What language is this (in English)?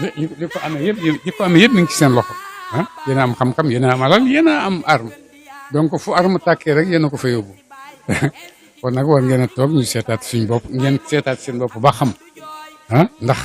Wolof